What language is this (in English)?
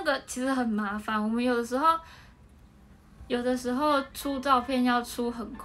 Chinese